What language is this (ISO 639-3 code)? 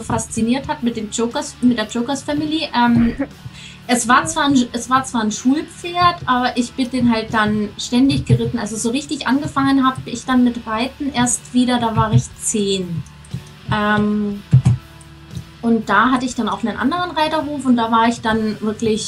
deu